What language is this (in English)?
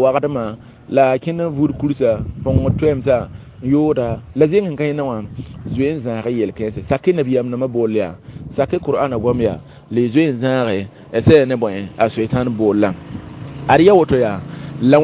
Mossi